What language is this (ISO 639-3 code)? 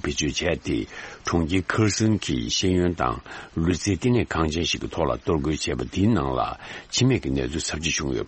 bod